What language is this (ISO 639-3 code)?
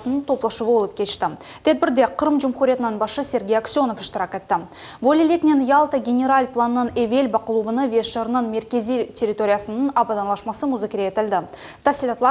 crh